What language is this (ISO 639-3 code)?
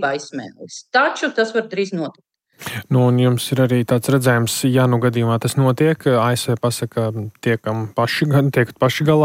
lav